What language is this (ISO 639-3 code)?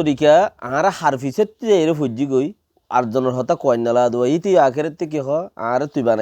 rhg